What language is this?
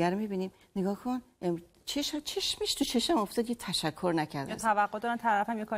Persian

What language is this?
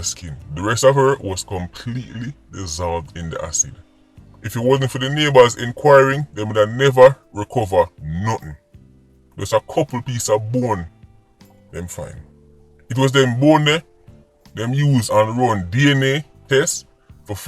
Jamaican Creole English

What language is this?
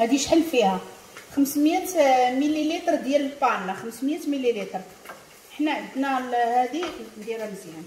Moroccan Arabic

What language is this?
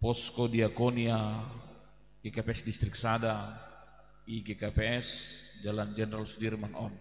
Batak Simalungun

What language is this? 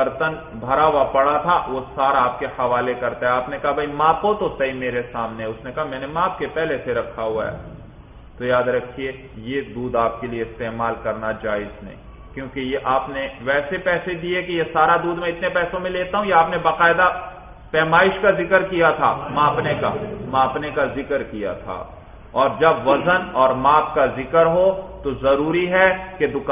Urdu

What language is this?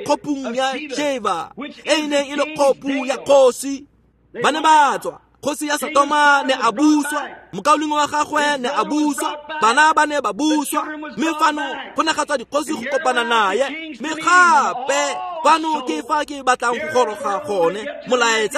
Tswana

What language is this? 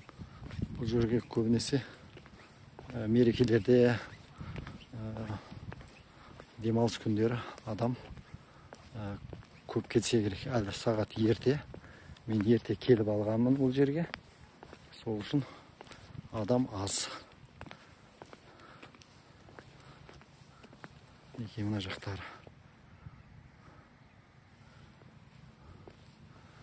Kazakh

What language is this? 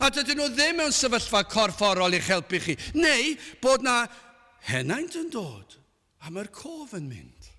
Welsh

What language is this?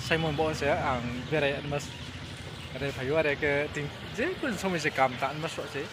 Riang (India)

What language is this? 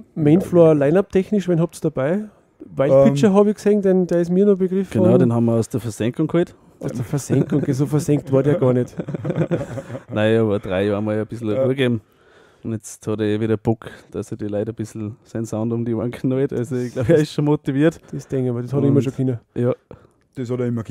German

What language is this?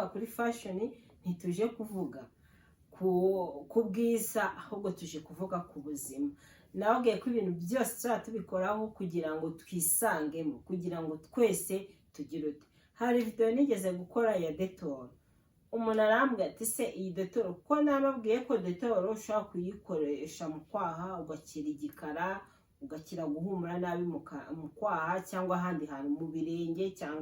Kinyarwanda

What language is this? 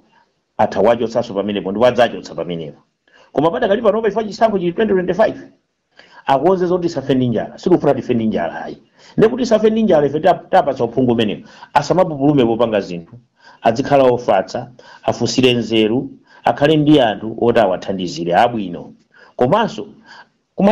Nyanja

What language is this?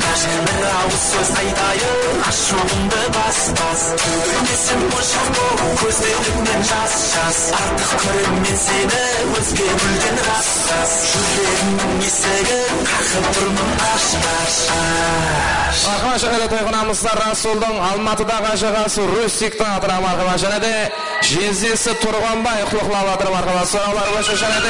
Kara-Kalpak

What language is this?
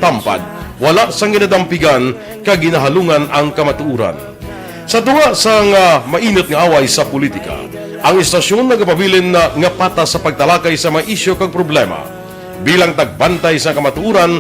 Hiligaynon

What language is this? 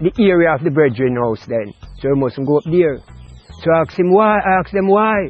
Jamaican Creole English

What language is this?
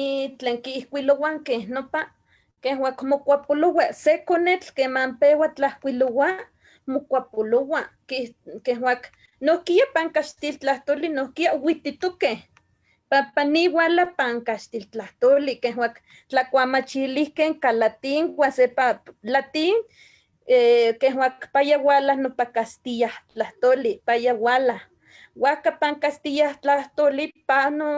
Eastern Huasteca Nahuatl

